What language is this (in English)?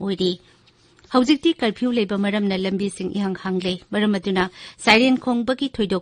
Manipuri